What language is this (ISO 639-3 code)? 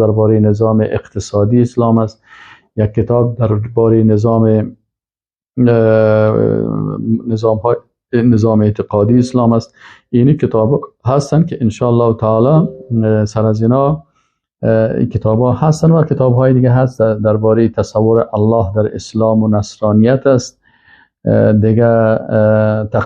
fas